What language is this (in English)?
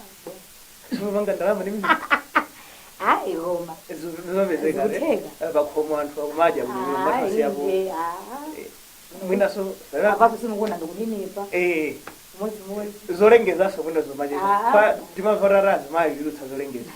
Nyanja